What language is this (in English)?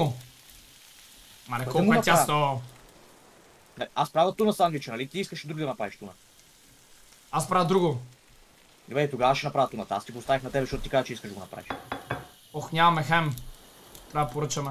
Bulgarian